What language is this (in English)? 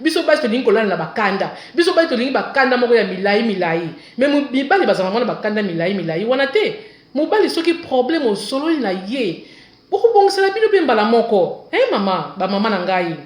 Lingala